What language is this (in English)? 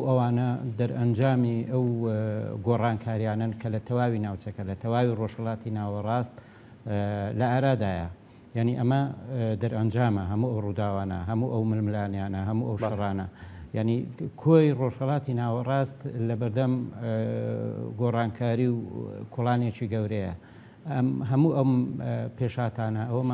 Central Kurdish